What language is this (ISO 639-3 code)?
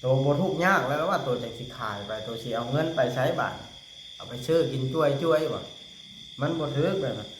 lao